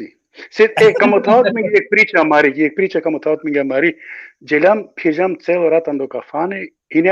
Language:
Balkan Romani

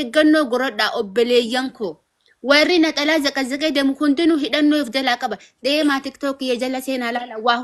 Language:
Oromo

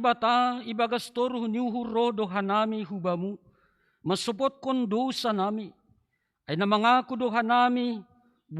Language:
Batak Simalungun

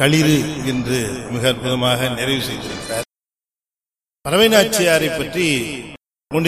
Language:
Tamil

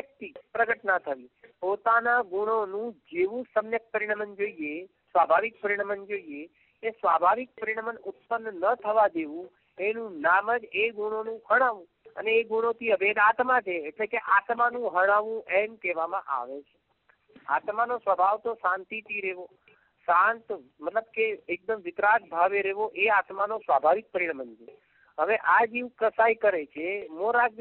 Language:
Gujarati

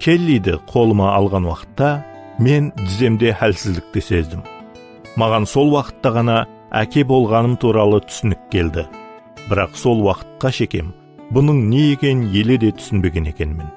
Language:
Kara-Kalpak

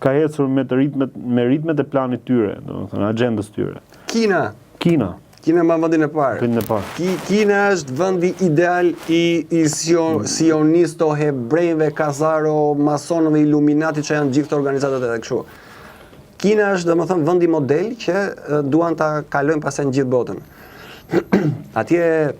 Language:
Albanian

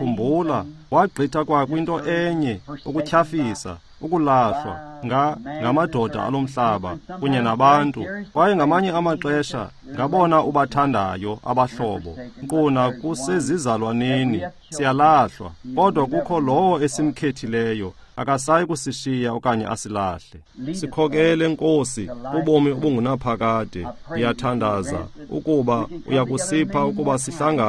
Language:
Xhosa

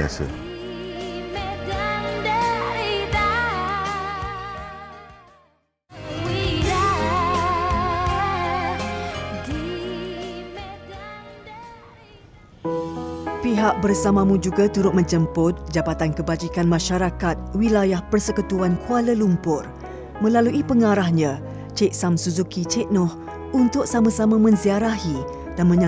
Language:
Malay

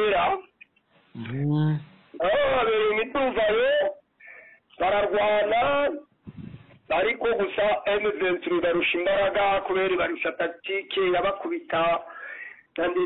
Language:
Kinyarwanda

